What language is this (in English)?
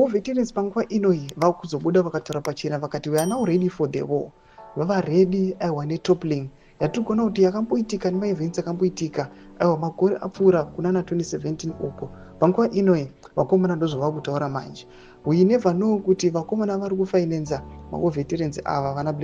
Shona